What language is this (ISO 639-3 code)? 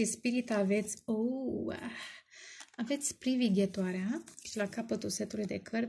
ron